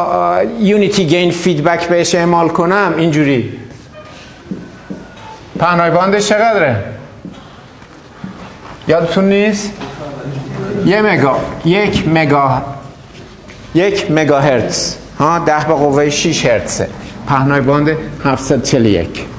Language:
Persian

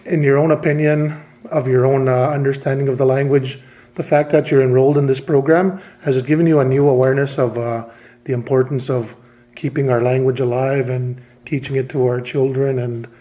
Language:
Plains Cree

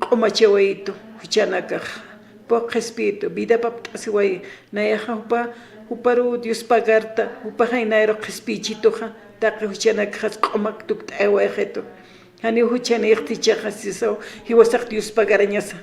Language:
Aymara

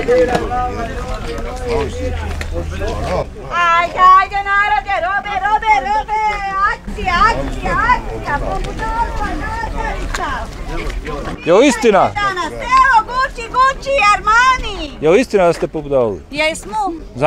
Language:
Bosnian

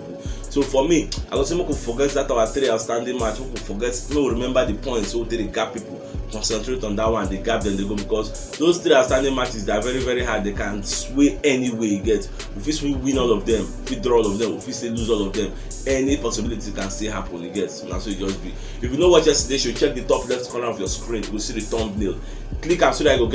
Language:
Nigerian Pidgin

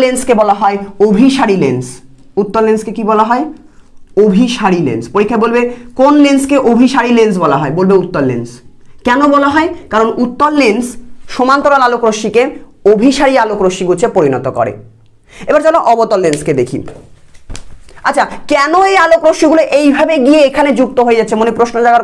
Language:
Bangla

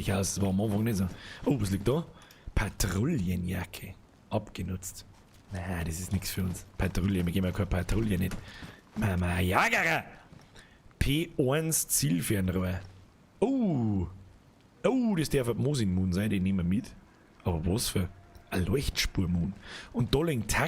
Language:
Bavarian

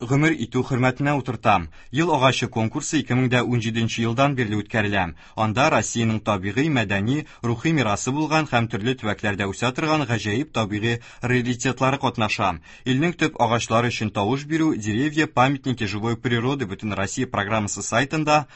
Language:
Tatar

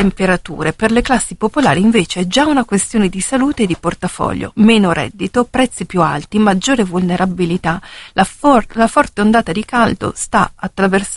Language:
Italian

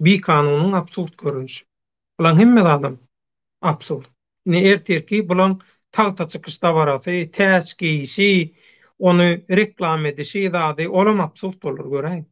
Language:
Turkmen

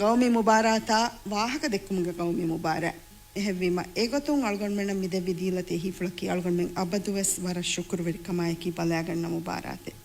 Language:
Divehi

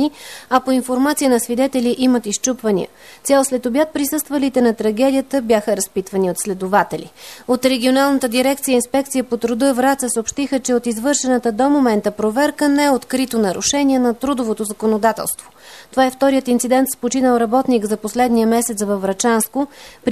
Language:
Bulgarian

